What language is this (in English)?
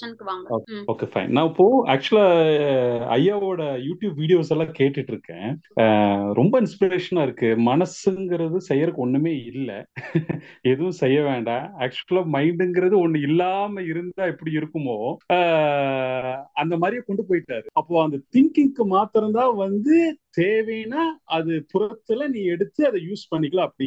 Tamil